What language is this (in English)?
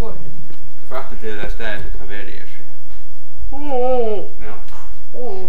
Faroese